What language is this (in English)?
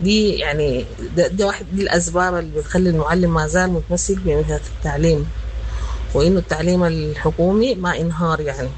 Sudanese Arabic